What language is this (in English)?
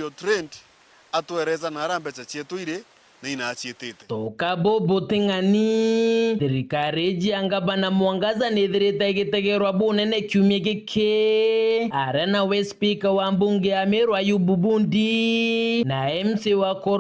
Meru